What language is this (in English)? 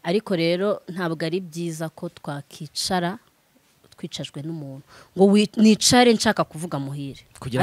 Kinyarwanda